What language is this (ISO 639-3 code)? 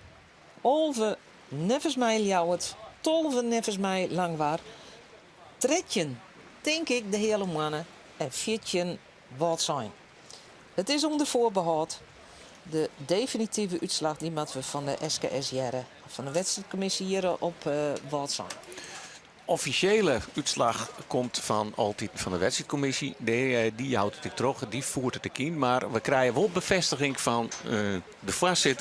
fry